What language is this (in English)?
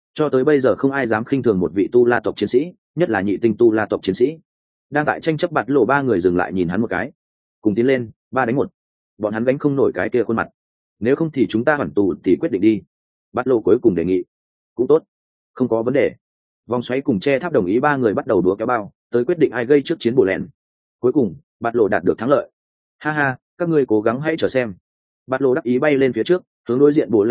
Vietnamese